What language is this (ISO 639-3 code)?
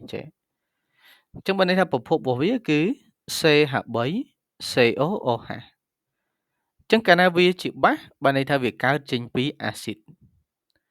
khm